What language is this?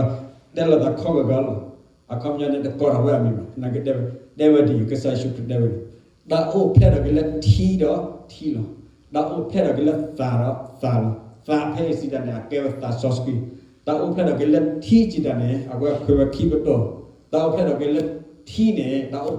S'gaw Karen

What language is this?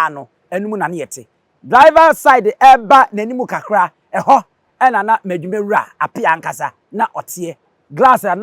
Akan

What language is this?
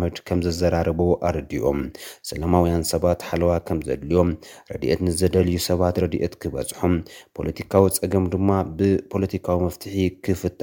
Tigrinya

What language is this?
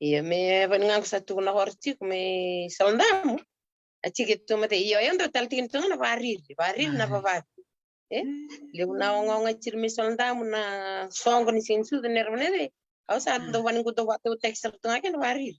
Fijian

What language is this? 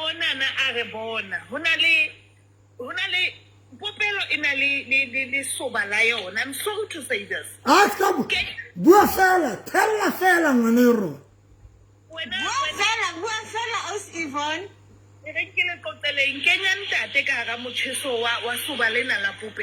Southern Sotho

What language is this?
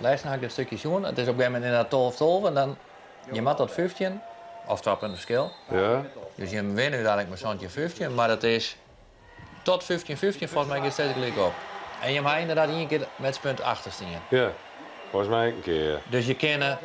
Western Frisian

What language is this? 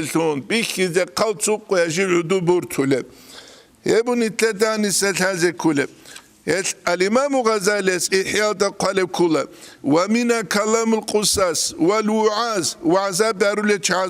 Avaric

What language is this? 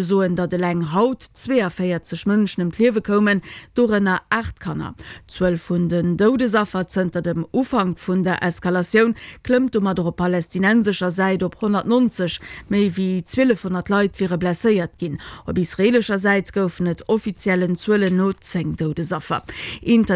Luxembourgish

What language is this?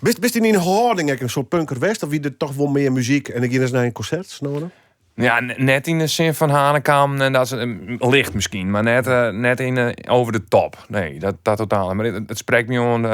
Western Frisian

